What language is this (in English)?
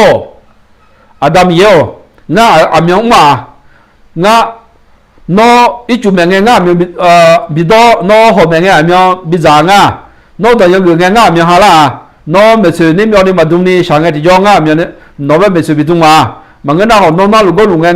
Akha